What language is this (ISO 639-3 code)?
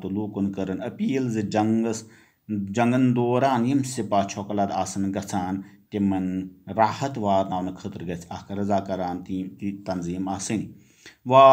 kas